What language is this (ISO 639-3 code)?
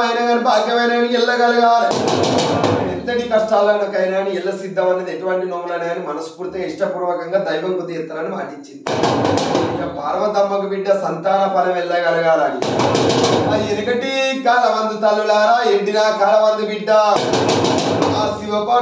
tel